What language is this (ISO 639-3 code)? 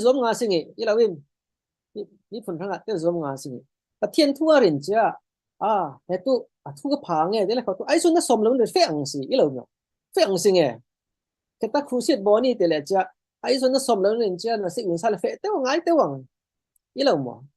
cfm